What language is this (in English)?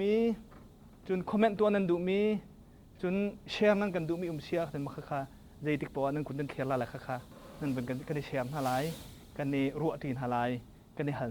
Hakha Chin